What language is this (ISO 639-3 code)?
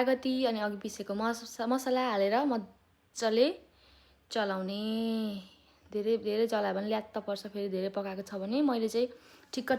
nep